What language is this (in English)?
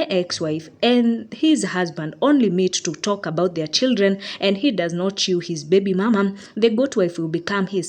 Kikuyu